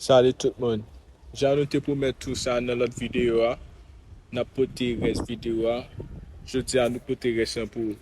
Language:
Haitian Creole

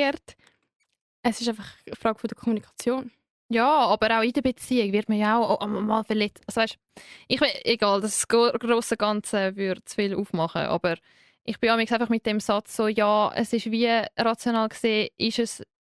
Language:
Swiss German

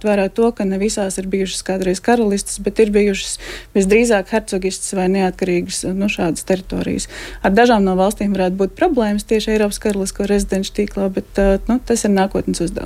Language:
Latvian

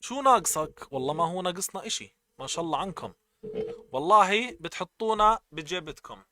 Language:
North Levantine Arabic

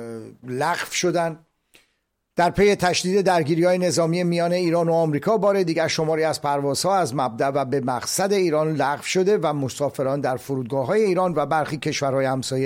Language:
Persian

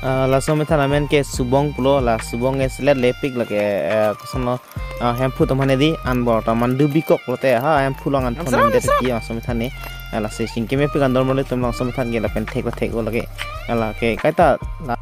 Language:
Karbi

